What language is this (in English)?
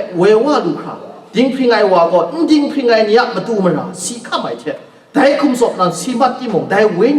Kachin